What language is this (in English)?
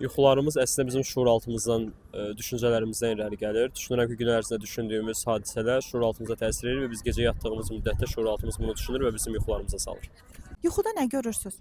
Azerbaijani